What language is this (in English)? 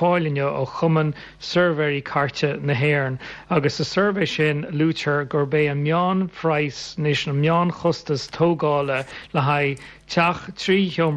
Irish